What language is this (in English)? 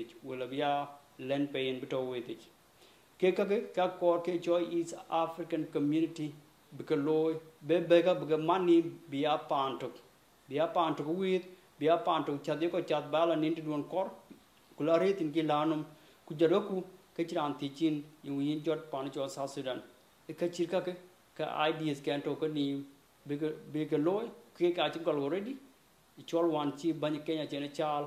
Dinka